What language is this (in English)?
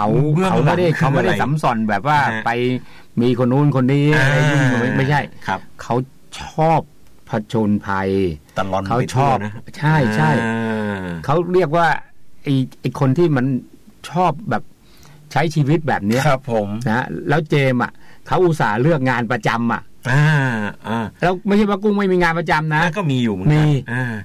Thai